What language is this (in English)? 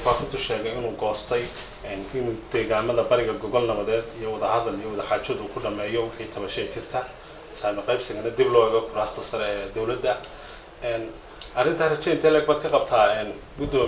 Somali